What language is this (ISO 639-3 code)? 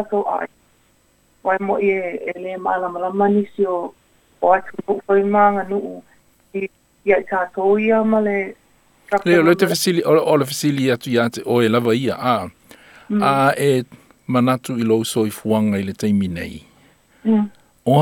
smo